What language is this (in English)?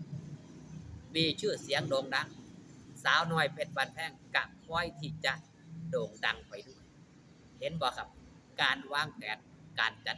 Northeastern Thai